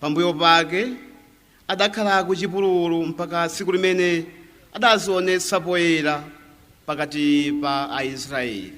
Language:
Nyanja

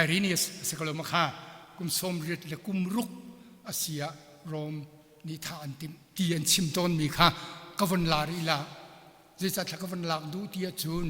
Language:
Hakha Chin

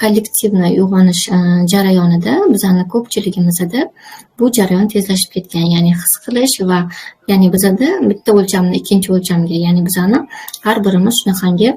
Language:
Uzbek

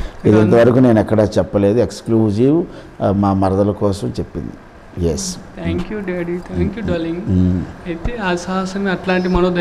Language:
Telugu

